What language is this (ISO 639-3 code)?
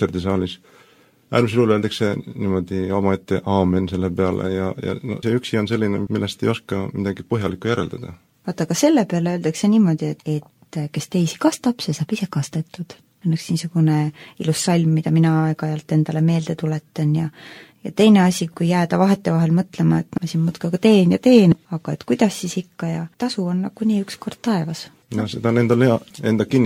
est